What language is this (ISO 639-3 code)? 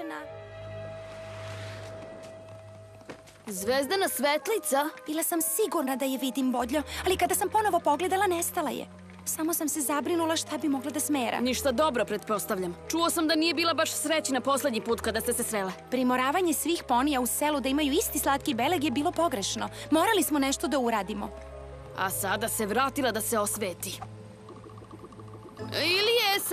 srp